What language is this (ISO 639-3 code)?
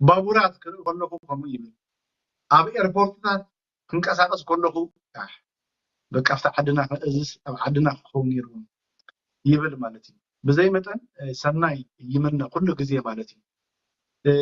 tir